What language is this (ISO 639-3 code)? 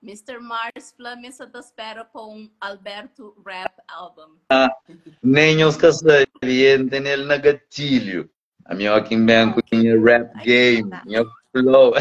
kea